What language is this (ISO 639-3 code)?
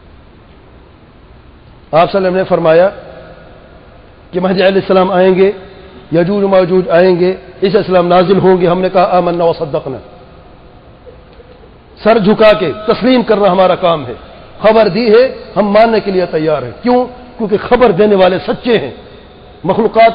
urd